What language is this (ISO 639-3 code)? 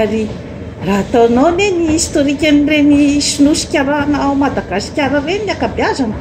mlg